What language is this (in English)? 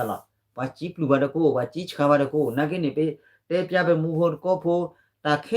S'gaw Karen